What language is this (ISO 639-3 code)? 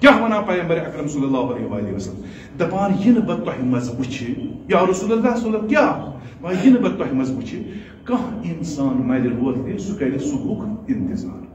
kas